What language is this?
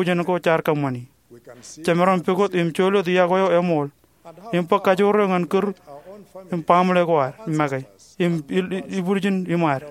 Marshallese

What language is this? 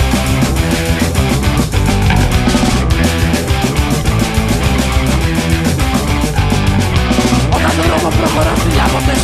Greek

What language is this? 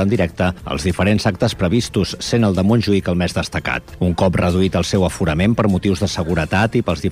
Catalan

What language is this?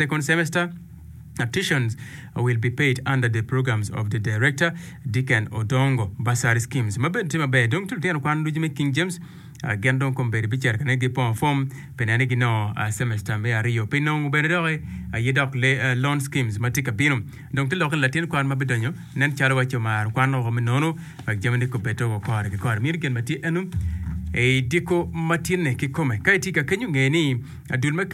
Acoli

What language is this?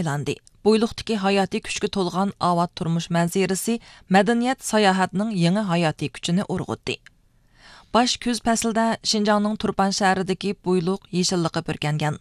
Uyghur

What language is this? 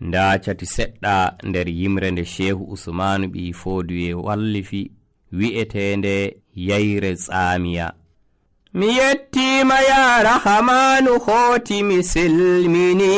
Nigerian Fulfulde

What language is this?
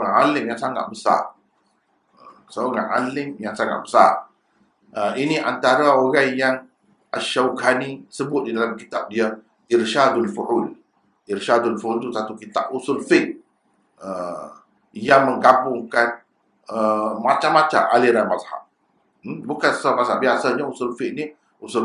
Malay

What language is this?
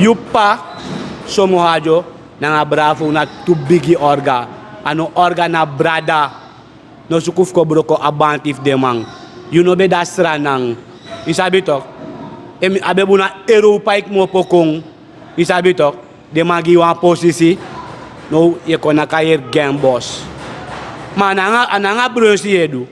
Sranan Tongo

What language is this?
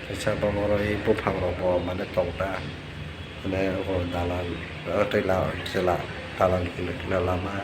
Kok Borok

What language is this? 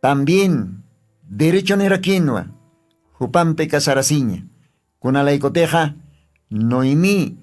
Aymara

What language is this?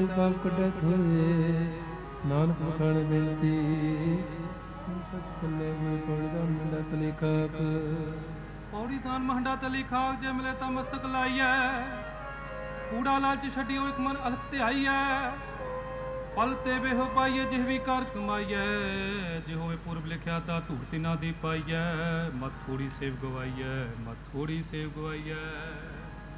Punjabi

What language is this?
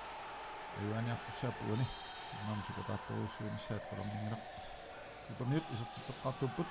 Kalaallisut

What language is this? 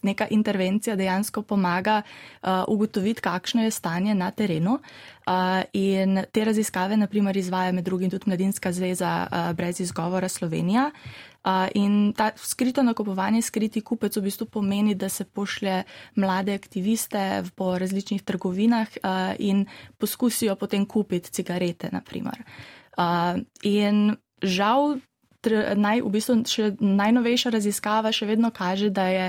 Slovenian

